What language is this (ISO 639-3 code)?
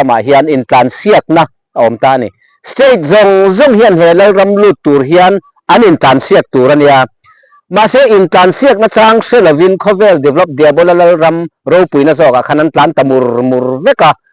lus